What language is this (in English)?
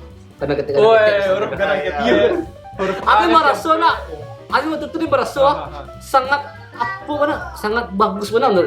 Minangkabau